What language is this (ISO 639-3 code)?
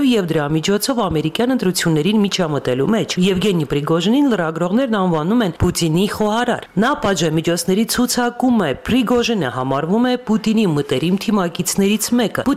hye